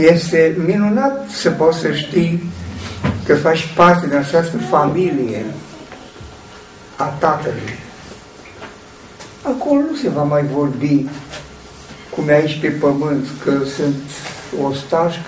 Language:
Romanian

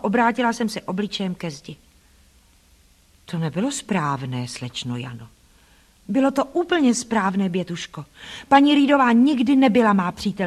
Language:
Czech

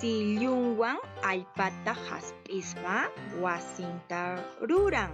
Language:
Quechua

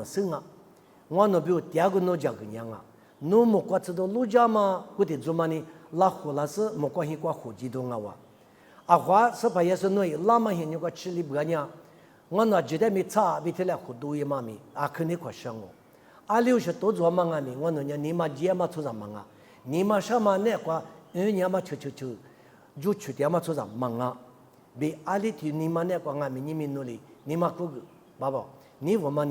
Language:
Lisu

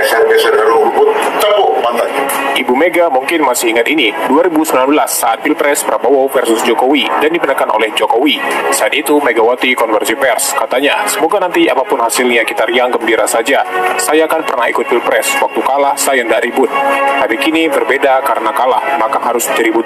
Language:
Indonesian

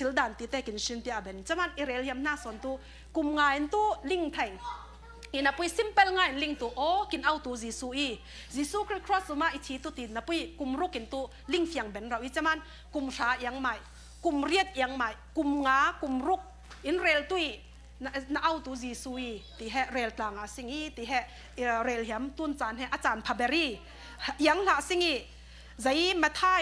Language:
Falam Chin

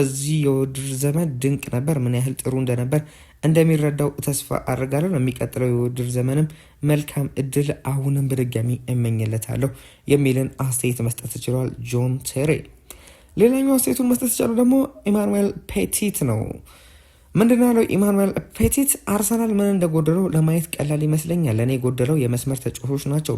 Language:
Amharic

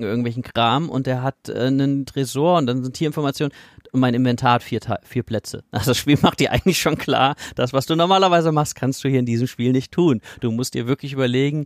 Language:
German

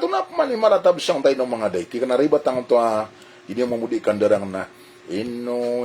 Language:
Maranao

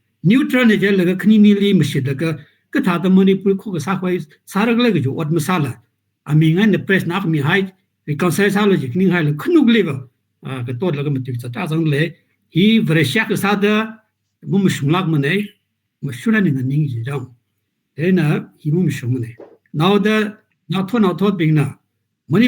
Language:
Tangkhul Naga (India)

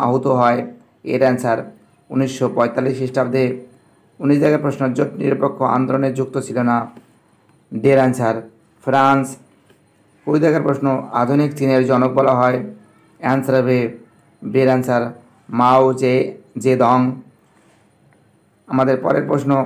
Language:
Bangla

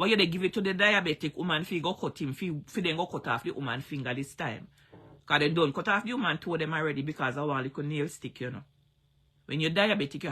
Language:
Jamaican Creole English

